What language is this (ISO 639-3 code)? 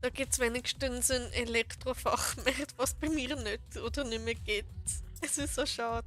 gsw